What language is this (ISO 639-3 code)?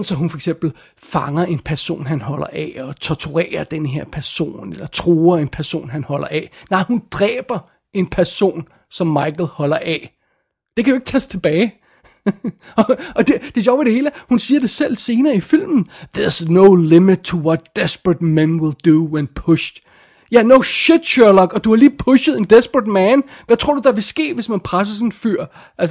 dan